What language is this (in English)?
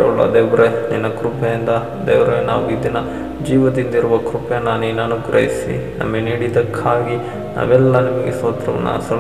Kannada